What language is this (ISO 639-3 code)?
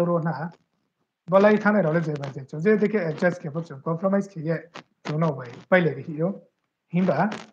ria